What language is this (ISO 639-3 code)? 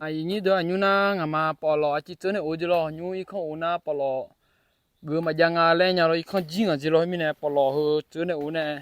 ahk